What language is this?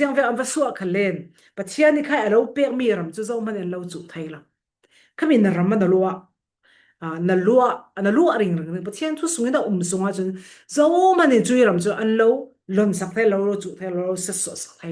Falam Chin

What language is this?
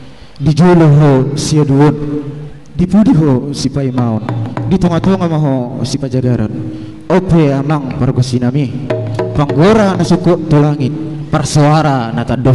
Batak Toba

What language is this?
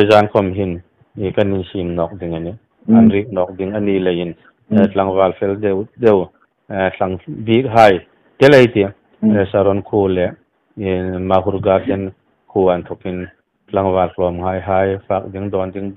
Hmar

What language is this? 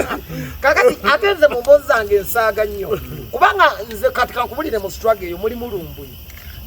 Ganda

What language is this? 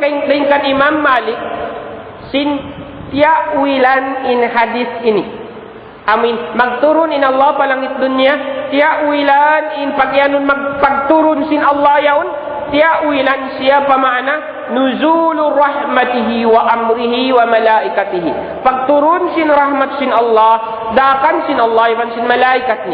Tausug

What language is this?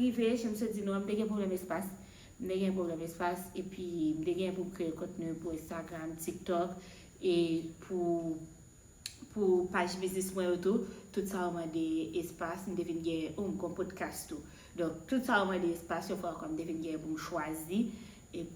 Haitian Creole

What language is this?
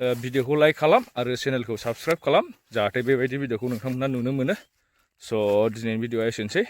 Bodo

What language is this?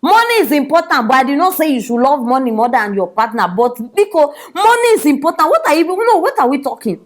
Nigerian Pidgin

